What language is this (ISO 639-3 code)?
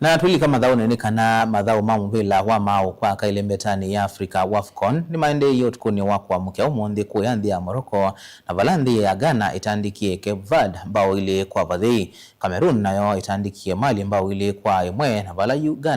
kam